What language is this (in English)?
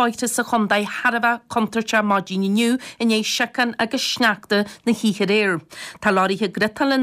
Irish